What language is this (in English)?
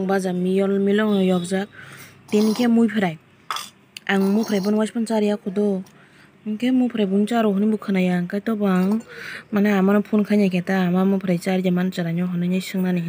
Kok Borok